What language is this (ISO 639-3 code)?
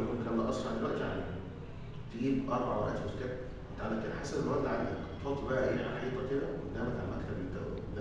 arz